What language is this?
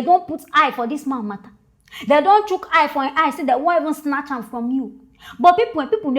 Nigerian Pidgin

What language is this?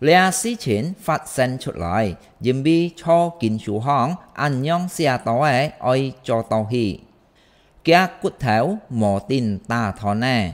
Hakka Chinese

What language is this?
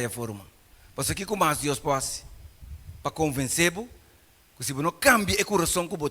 Papiamento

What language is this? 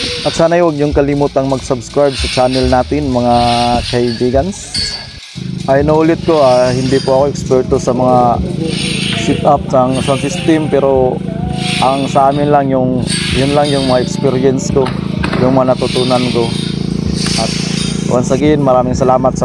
Filipino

